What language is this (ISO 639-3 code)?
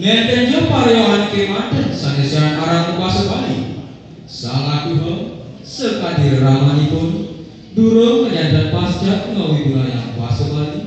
ban